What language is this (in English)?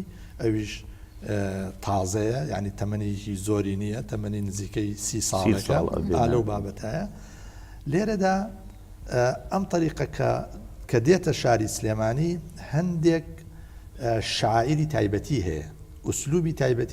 Central Kurdish